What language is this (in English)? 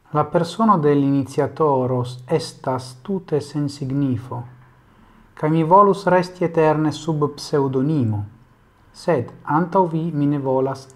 Esperanto